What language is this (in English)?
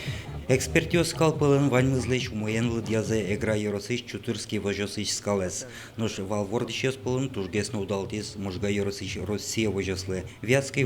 Udmurt